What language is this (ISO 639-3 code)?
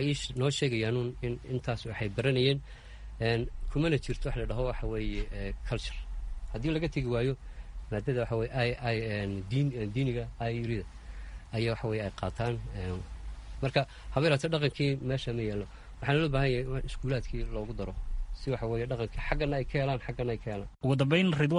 som